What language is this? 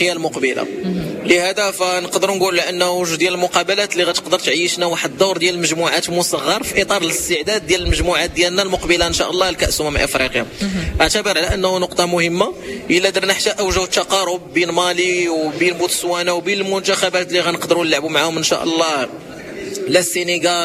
Moroccan Arabic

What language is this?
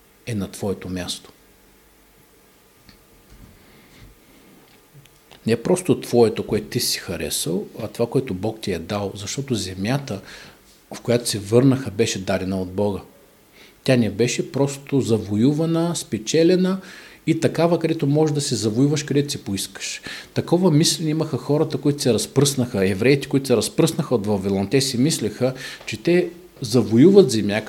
Bulgarian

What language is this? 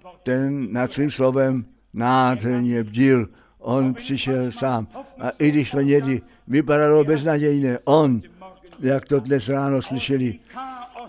Czech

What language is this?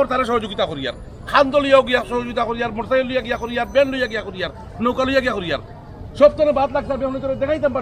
Sylheti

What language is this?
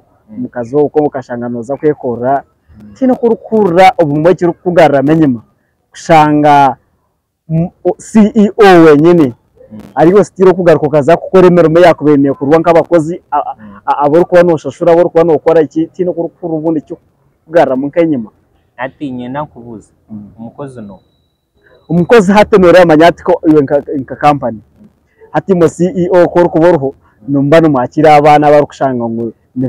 Nyankole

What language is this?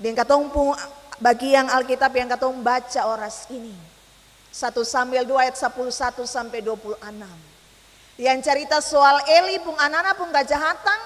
Ambonese Malay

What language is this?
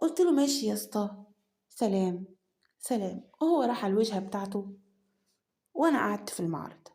Egyptian Arabic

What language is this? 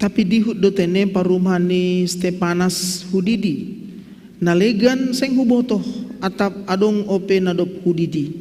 Batak Simalungun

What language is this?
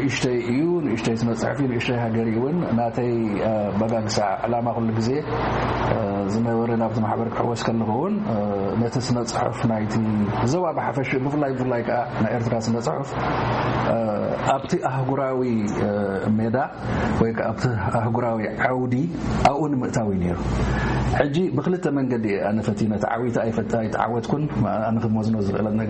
Tigrinya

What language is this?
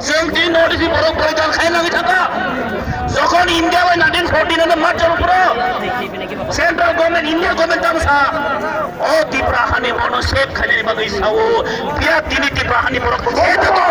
Kok Borok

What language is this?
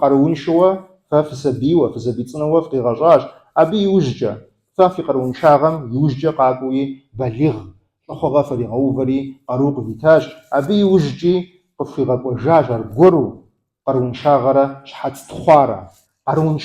Kabardian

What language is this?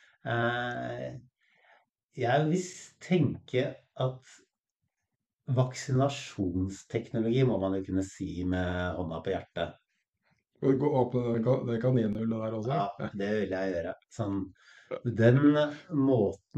Norwegian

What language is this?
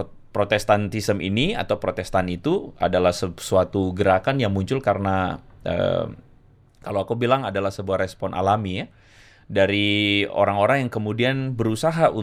Indonesian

